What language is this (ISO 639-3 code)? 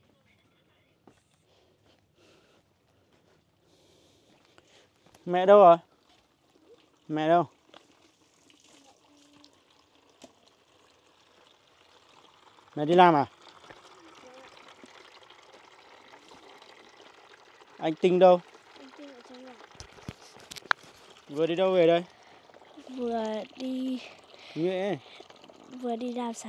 vie